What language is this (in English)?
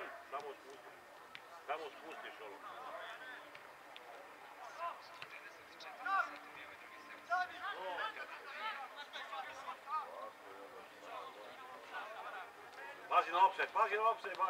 Serbian